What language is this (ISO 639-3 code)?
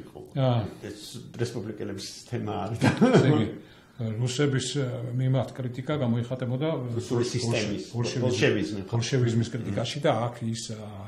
kat